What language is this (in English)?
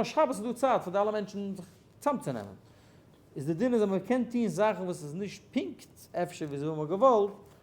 Yiddish